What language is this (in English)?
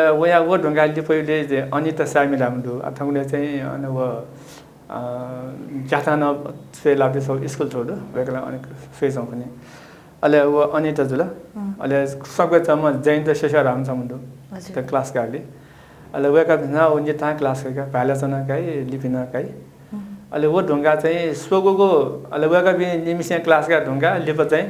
Newari